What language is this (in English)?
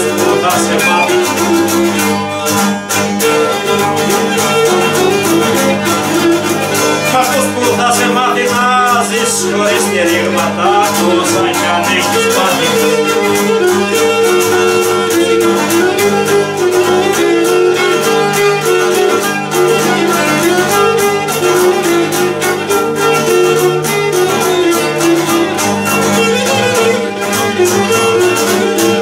Greek